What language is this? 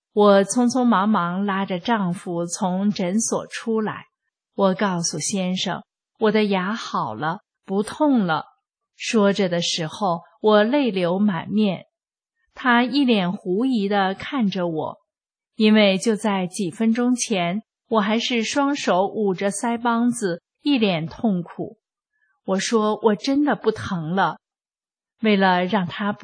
Chinese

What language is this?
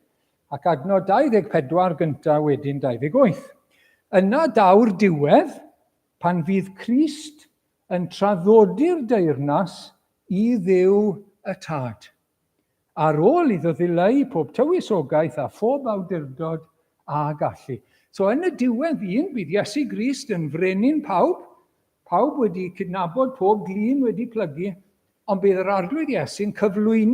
Welsh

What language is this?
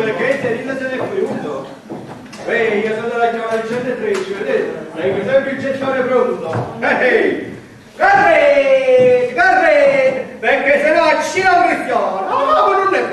Neapolitan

